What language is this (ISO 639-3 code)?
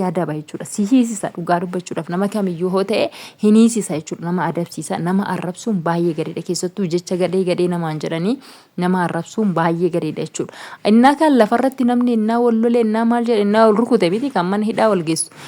orm